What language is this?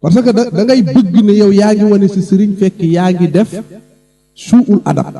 Wolof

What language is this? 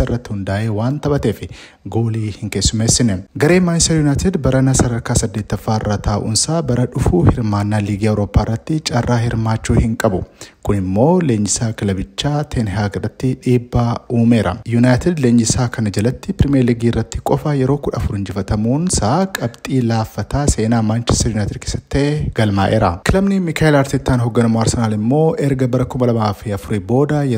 Oromo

